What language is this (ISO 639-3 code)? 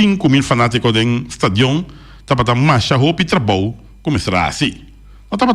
pap